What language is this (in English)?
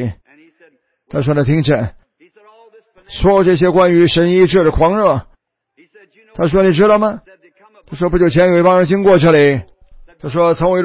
Chinese